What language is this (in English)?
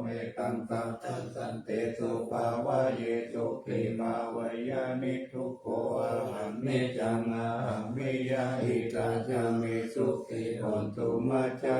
Pali